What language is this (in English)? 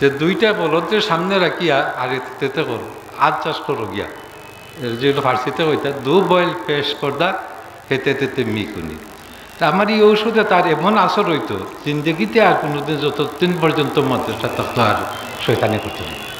Sylheti